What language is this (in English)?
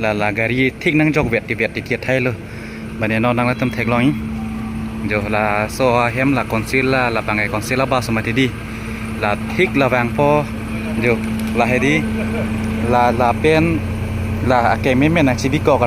Karbi